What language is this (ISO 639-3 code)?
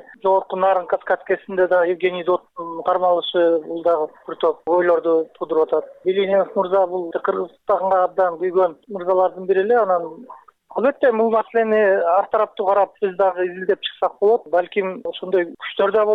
kir